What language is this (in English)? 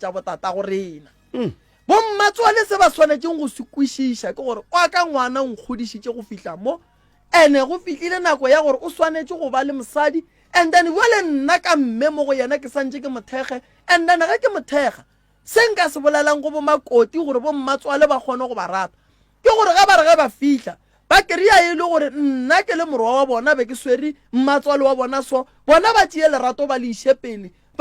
Northern Sotho